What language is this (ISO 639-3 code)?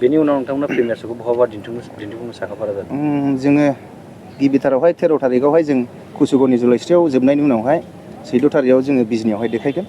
brx